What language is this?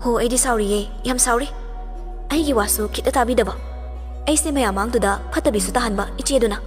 Manipuri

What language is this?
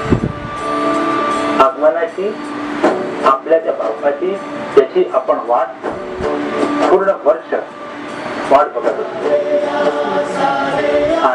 Marathi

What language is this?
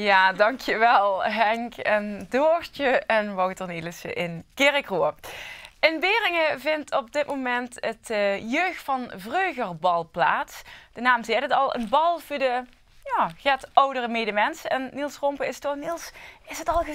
Limburgish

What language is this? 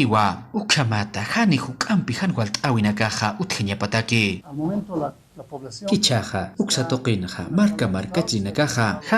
Aymara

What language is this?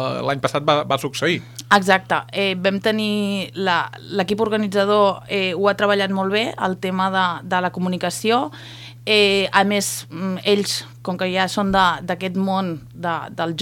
Catalan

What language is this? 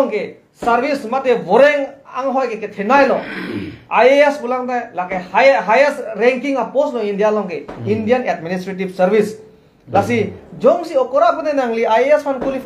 Karbi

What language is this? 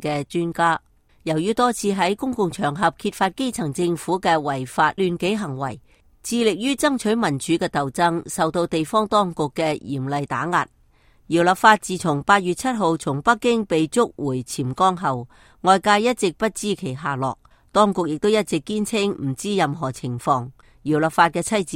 Cantonese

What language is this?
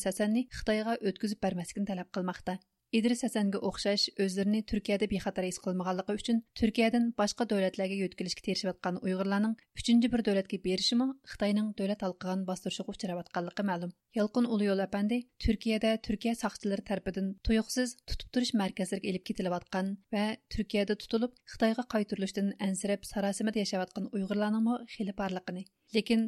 Uyghur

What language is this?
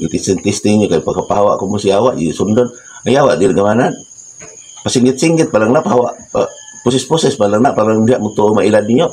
Cebuano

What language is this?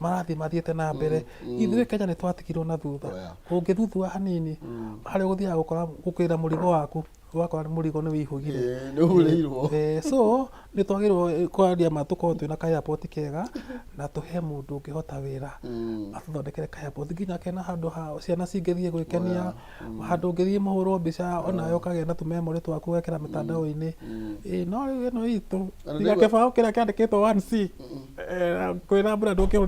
Kikuyu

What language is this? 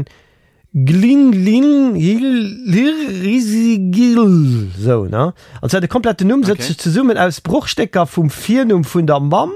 Luxembourgish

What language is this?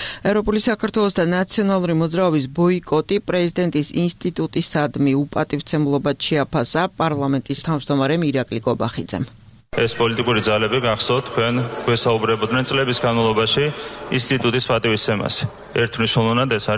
Georgian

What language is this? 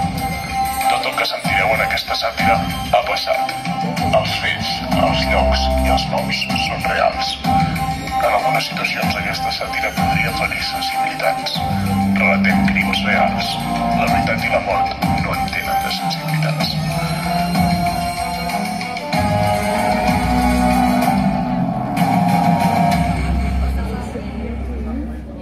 Catalan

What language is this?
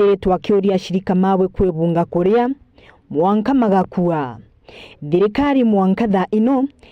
Meru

